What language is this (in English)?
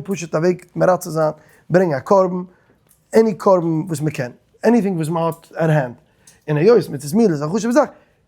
Yiddish